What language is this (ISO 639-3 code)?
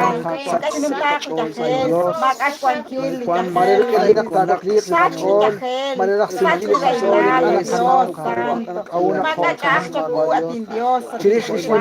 kek